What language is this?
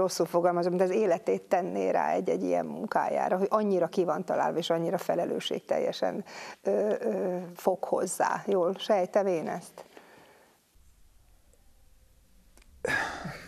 Hungarian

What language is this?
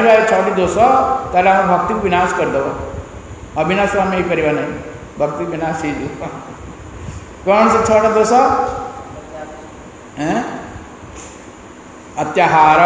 Odia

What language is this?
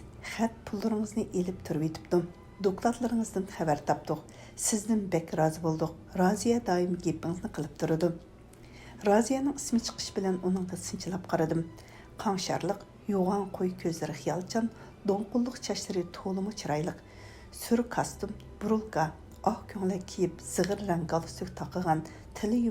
Uyghur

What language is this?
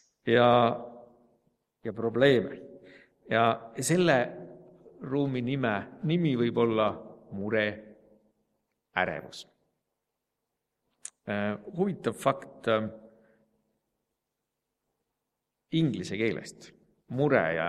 Estonian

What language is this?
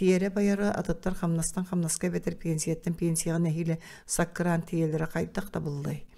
Yakut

